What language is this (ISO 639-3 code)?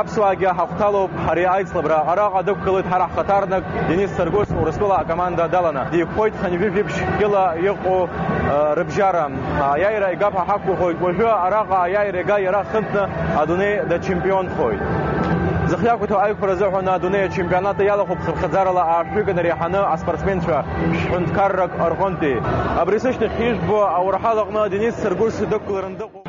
abk